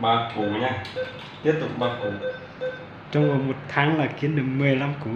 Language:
Hmong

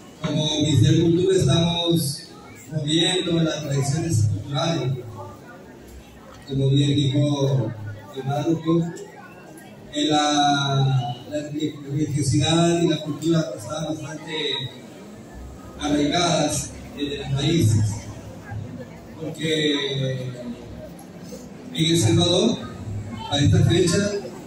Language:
Spanish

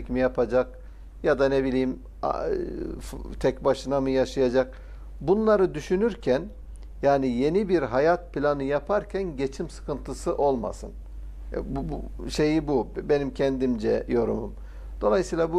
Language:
Turkish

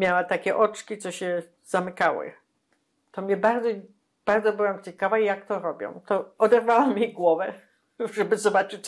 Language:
Polish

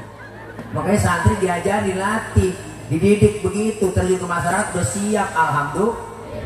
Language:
Betawi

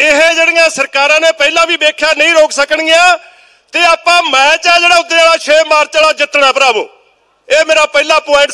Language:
Punjabi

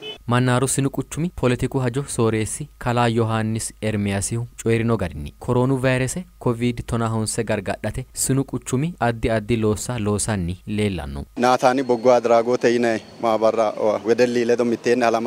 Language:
Sidamo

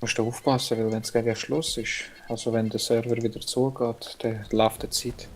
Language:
Swiss German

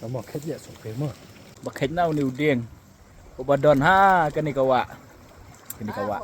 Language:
Khasi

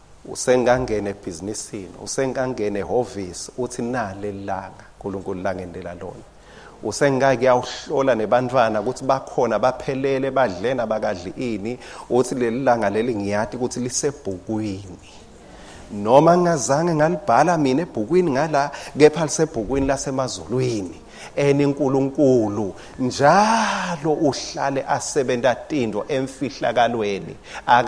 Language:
Swati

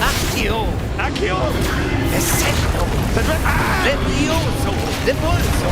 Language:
Bavarian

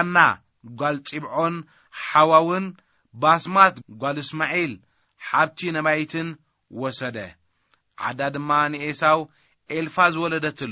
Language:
Tigrinya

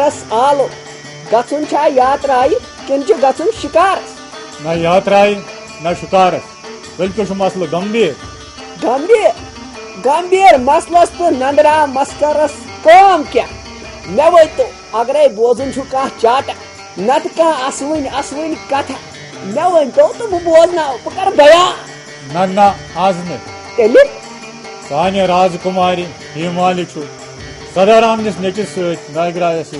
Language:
Kashmiri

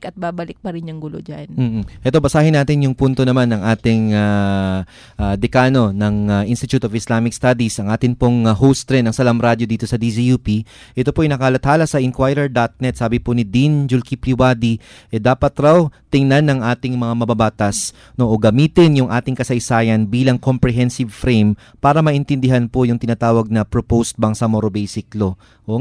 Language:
Filipino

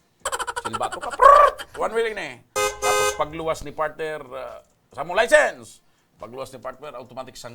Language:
Bikol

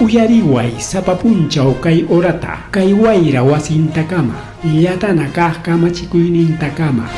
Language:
Ayacucho Quechua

